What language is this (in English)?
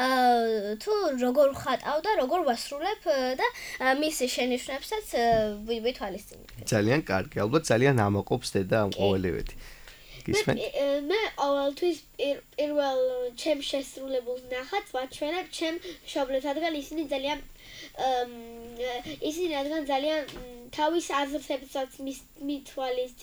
Georgian